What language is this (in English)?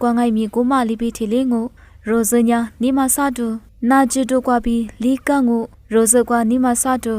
Lisu